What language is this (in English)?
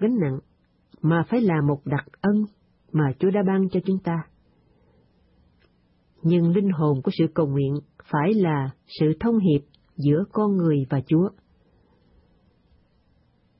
Vietnamese